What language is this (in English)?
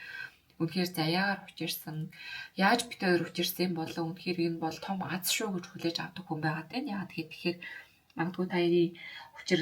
Mongolian